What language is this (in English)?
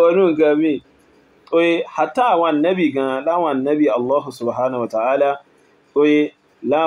Yoruba